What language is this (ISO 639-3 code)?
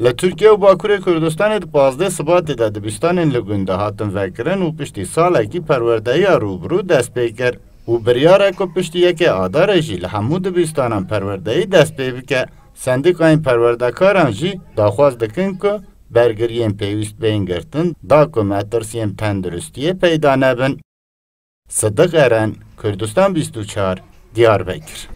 kur